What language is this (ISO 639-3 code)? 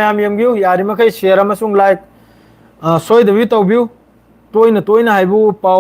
mni